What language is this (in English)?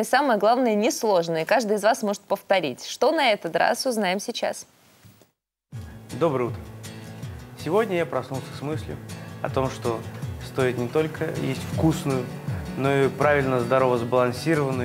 Russian